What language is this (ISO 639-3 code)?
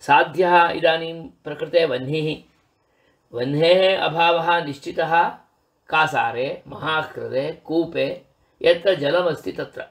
san